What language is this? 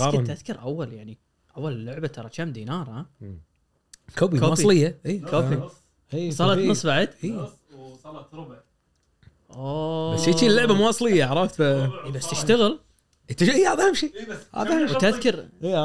Gulf Arabic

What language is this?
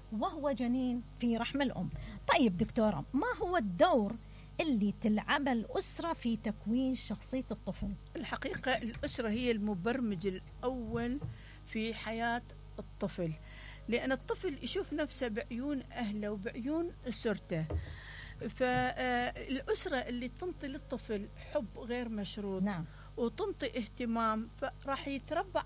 Mesopotamian Arabic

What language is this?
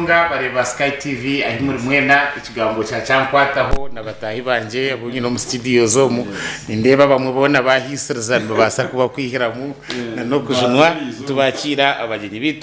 Nyankole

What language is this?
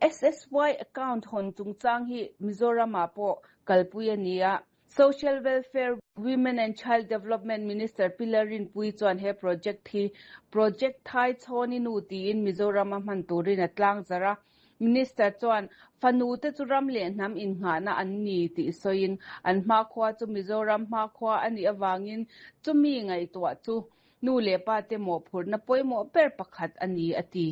Mizo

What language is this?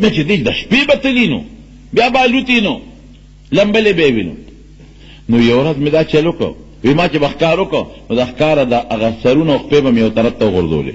Pashto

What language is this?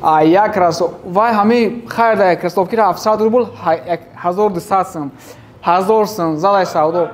Tajik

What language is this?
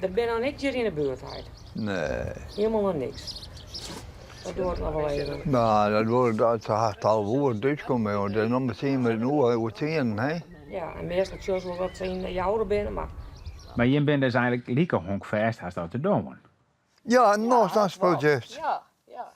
Western Frisian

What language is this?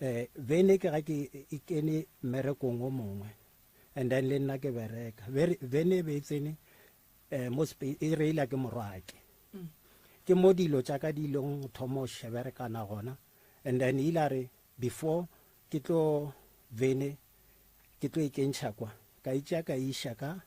Northern Sotho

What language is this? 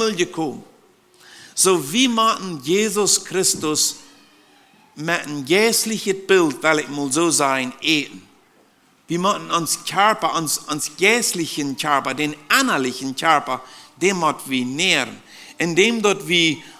Plautdietsch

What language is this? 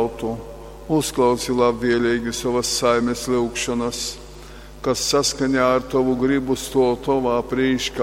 Latgalian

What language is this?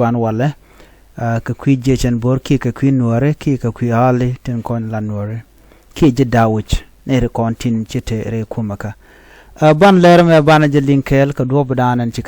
Nuer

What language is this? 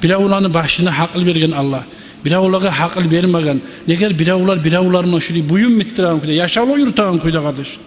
Kumyk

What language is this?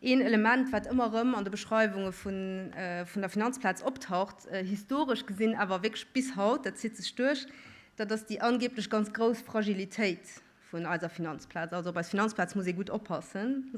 Luxembourgish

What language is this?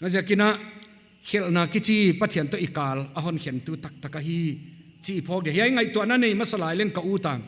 Paite Chin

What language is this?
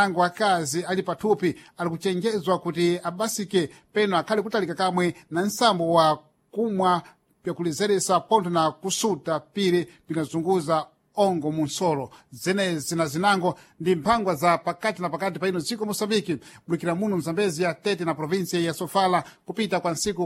Sena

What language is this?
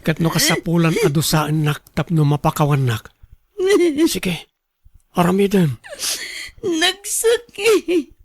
Iloko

